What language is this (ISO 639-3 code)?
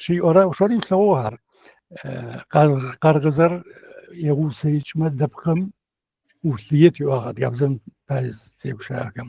ady